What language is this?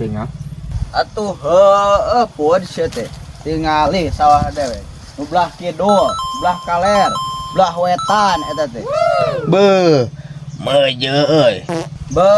Sundanese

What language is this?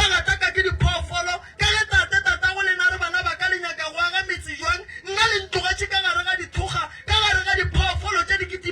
Northern Sotho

